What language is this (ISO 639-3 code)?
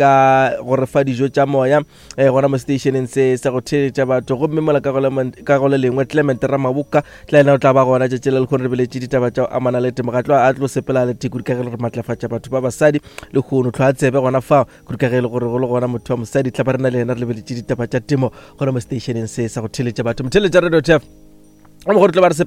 nso